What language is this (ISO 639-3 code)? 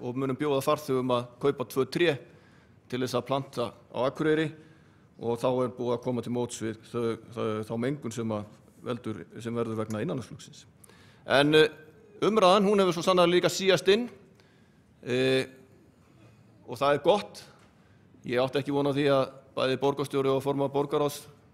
isl